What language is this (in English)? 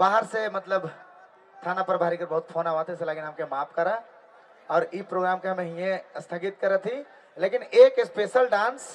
Sadri